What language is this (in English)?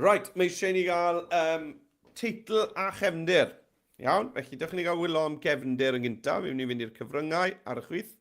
Welsh